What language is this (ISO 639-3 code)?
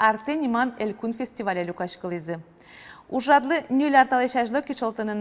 udm